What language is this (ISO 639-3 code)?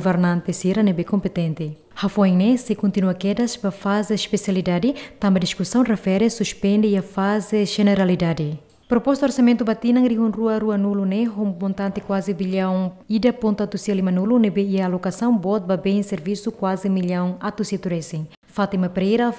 tet